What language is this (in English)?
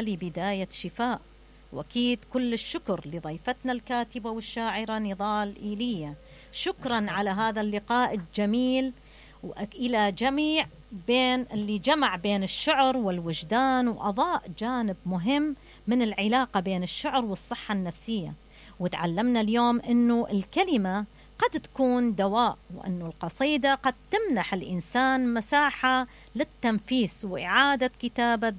Mesopotamian Arabic